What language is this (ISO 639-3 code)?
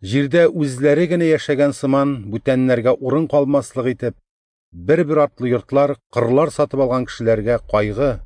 tat